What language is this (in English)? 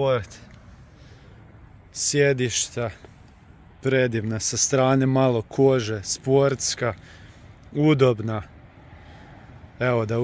Croatian